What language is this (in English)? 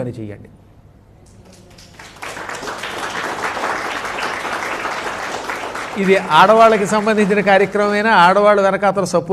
Telugu